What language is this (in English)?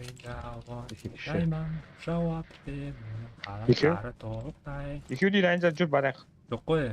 Kara-Kalpak